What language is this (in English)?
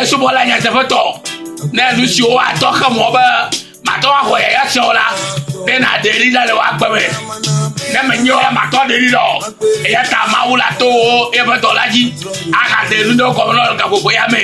Ewe